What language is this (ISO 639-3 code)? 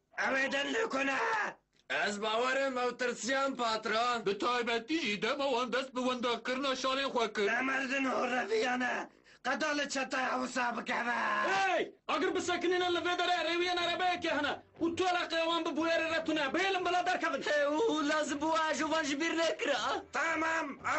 kur